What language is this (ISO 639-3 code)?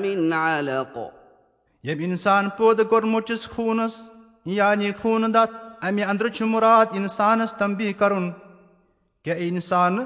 kas